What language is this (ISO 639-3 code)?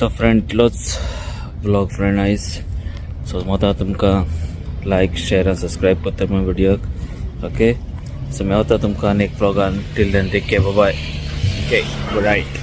kok